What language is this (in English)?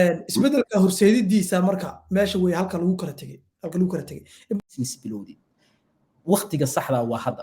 Somali